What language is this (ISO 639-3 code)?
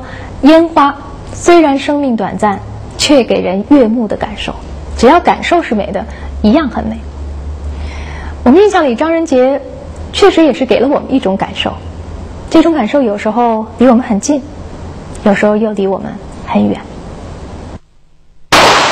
zho